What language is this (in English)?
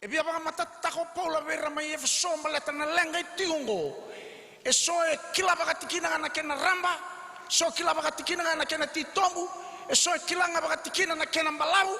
Fijian